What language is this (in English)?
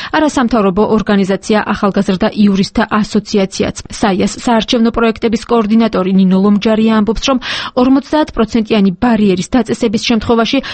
Georgian